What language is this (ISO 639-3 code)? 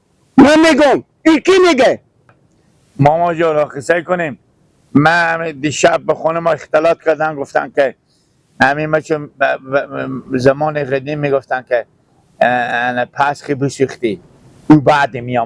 fas